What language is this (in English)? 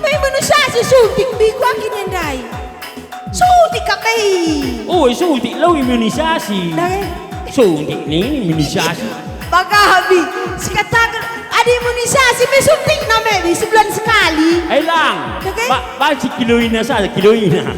Batak Karo